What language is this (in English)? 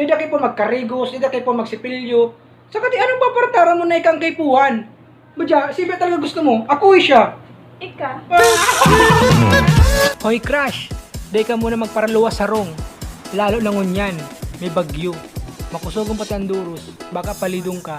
Bikol